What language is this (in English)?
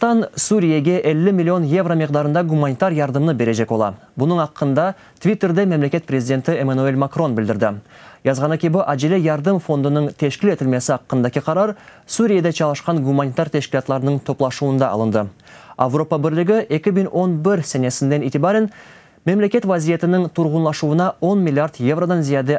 Crimean Tatar